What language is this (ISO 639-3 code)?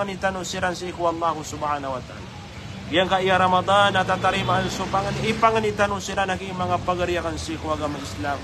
mrw